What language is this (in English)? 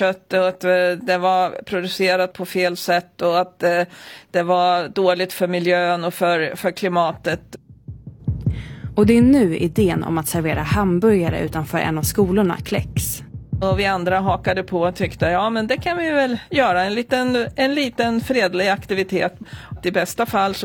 Swedish